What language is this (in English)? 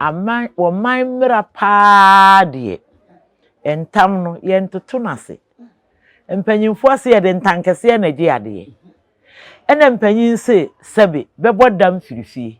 Akan